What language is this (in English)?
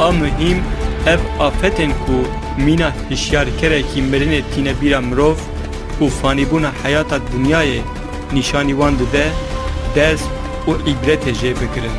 Kurdish